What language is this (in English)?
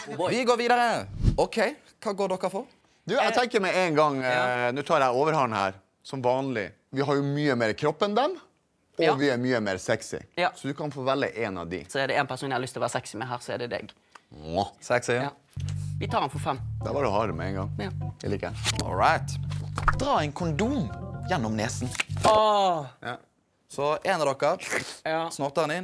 Norwegian